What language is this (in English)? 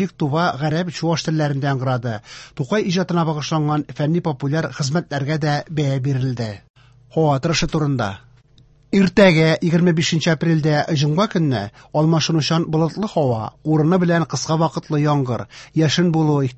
Tatar